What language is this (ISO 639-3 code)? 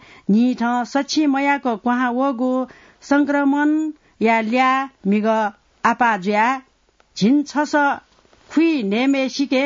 new